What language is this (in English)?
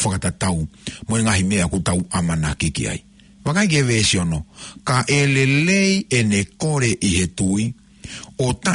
Tongan